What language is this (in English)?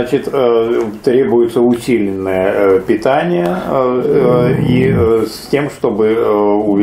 Russian